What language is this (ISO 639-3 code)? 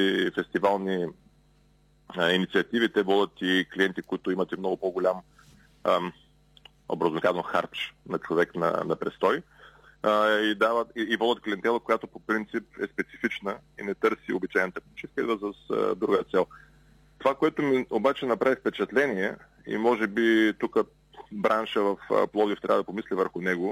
bul